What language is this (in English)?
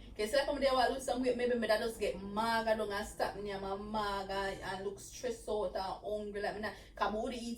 Jamaican Creole English